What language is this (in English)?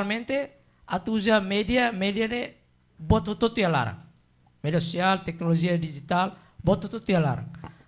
Tetum